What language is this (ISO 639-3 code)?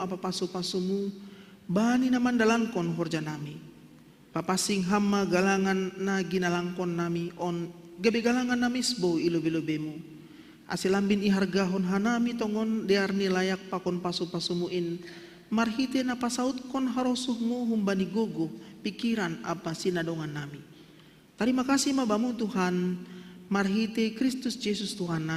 bts